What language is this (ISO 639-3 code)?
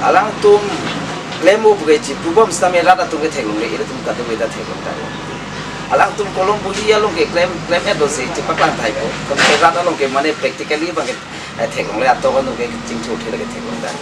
mjw